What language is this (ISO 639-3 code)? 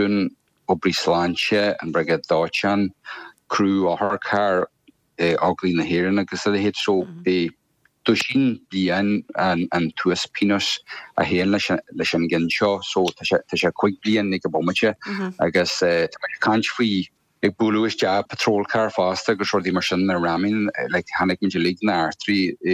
gle